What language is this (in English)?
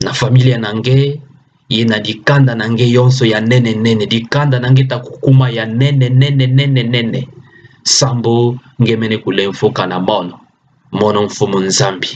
Kituba (Democratic Republic of Congo)